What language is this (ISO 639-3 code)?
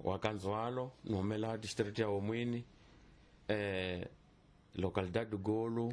tso